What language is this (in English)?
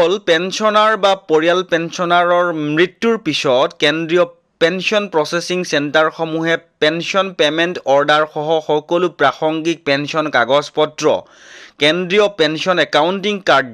Assamese